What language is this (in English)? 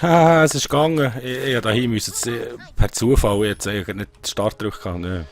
Swiss German